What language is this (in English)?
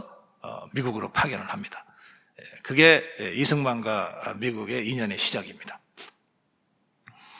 Korean